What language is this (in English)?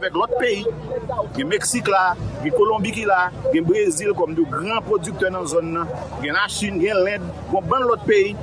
Haitian Creole